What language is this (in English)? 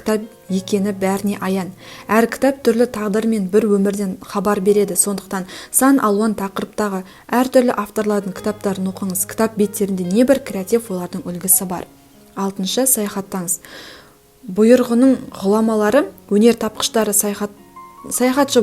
Kazakh